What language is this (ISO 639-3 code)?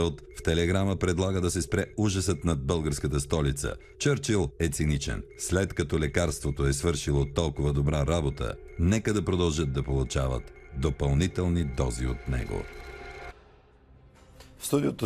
bul